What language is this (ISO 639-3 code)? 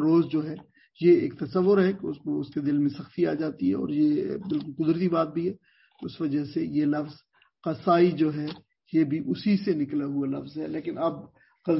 urd